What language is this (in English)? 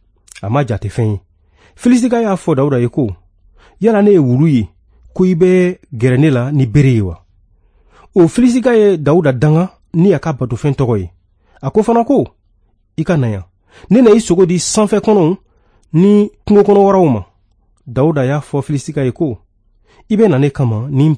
Bambara